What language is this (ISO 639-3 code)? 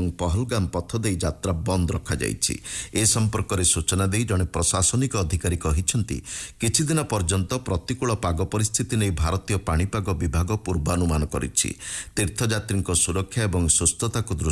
ori